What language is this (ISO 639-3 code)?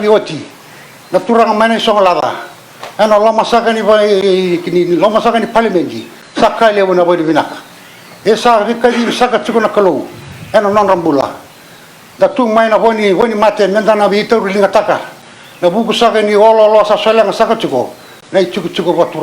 fij